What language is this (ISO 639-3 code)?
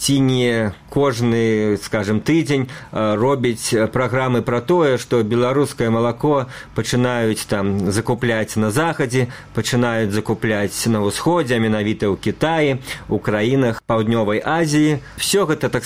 bel